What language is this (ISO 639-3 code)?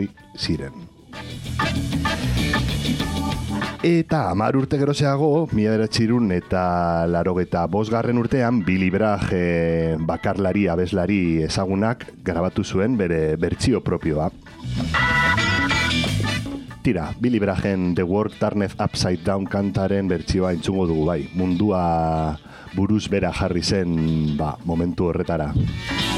eus